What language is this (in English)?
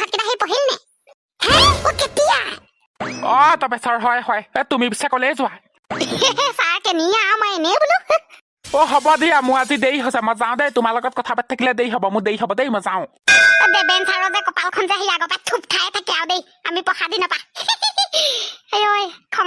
Assamese